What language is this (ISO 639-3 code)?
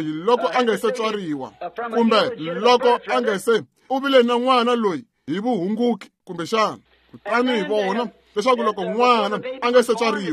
tso